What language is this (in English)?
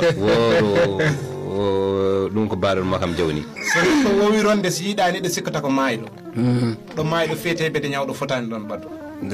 Fula